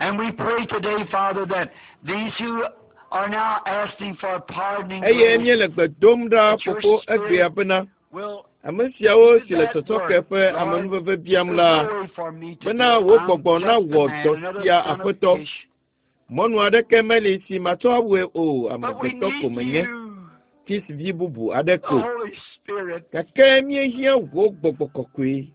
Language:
Ewe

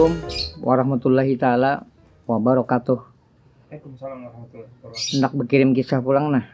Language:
Banjar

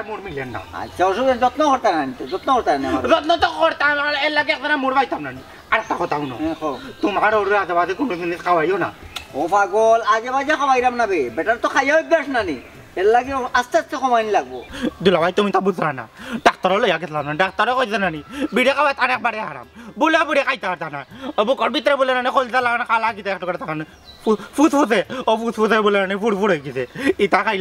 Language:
Sylheti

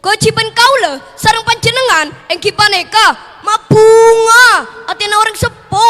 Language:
Madurese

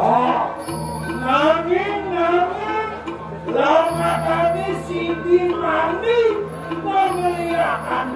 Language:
Balinese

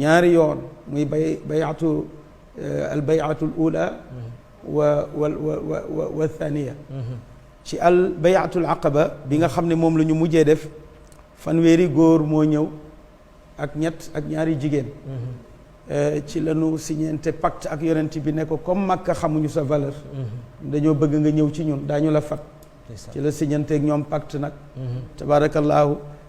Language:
Wolof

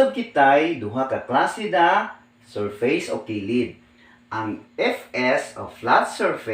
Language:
Cebuano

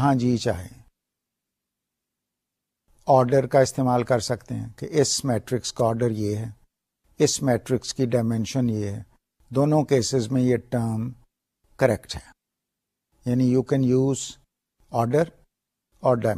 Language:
Urdu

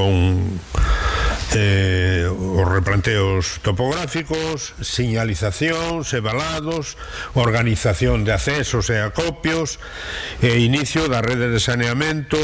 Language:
Galician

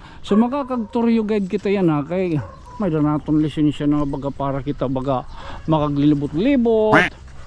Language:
Waray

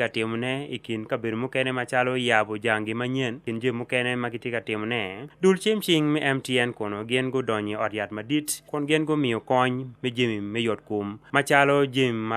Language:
Acoli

